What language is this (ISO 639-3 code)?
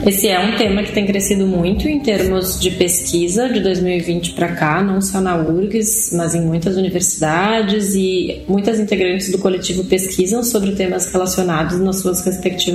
por